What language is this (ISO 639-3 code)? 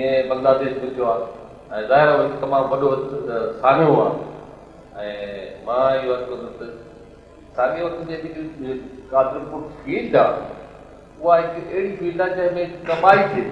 snd